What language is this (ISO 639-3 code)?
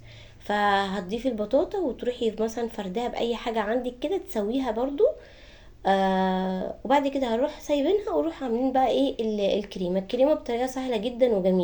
arz